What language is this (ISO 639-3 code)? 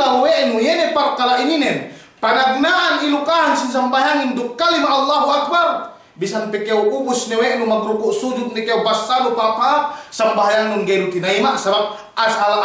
yka